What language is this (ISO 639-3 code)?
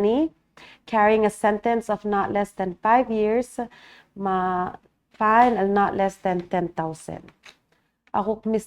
pau